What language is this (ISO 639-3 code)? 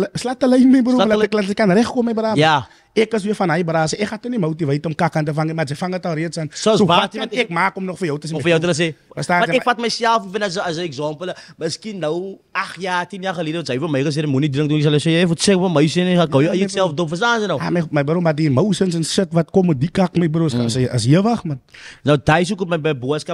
afr